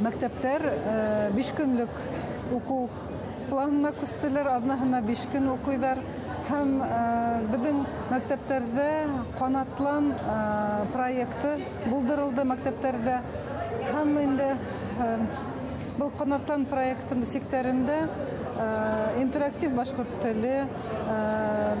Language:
Bashkir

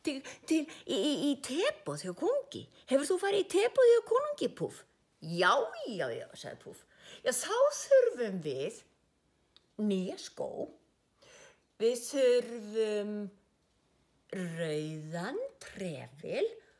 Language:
Icelandic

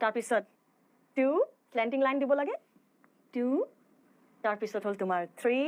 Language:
Assamese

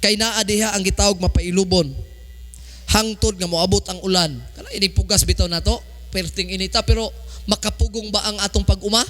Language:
Cebuano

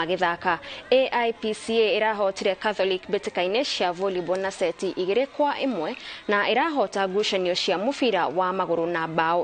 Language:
Kikuyu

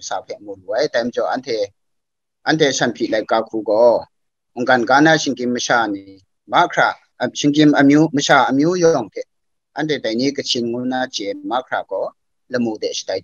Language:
Kachin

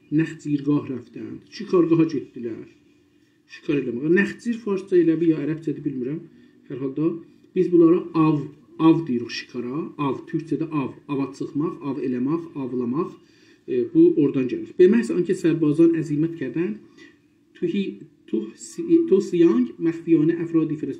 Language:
South Azerbaijani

